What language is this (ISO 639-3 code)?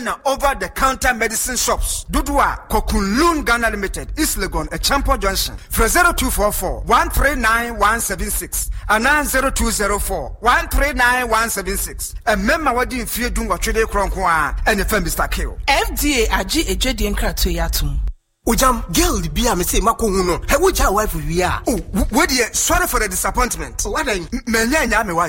aka